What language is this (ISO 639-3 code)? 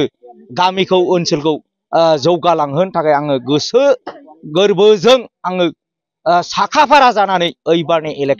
brx